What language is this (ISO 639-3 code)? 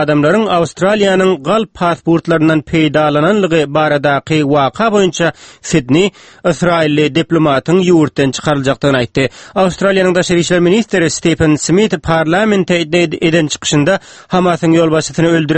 tuk